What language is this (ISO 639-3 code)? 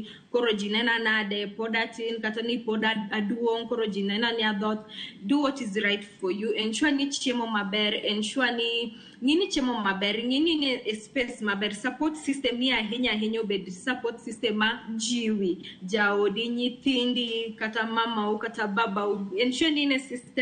luo